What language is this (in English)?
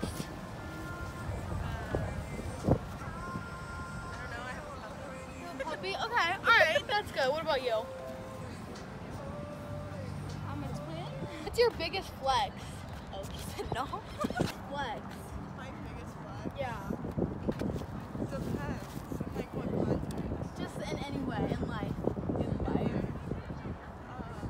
English